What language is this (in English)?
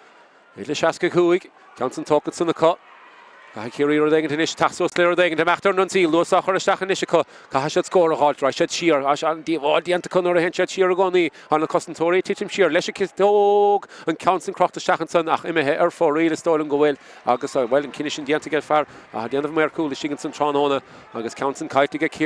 Irish